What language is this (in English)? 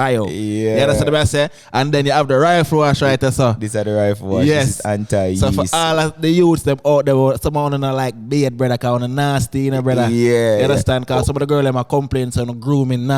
Jamaican Creole English